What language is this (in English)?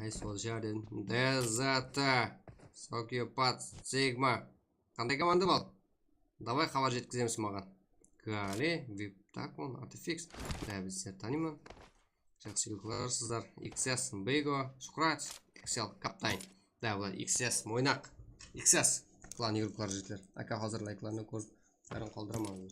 Kara-Kalpak